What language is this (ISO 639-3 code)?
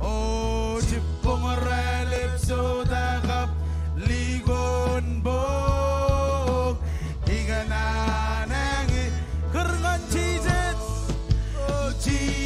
mah